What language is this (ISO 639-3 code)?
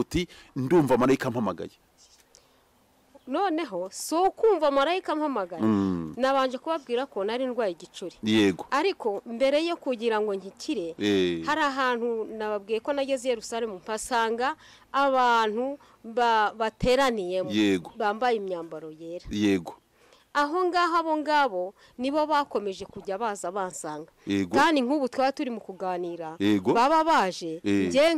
kin